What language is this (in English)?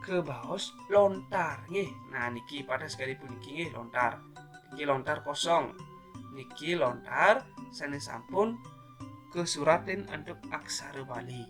Balinese